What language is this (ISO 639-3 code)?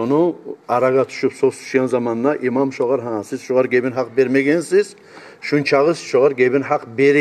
kum